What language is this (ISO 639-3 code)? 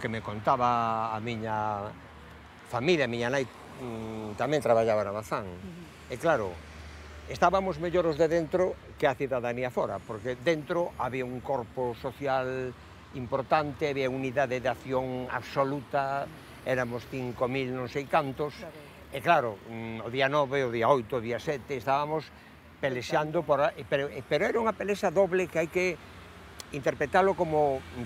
glg